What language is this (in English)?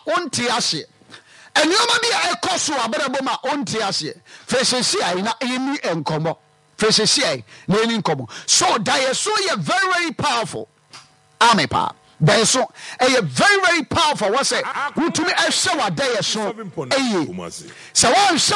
Akan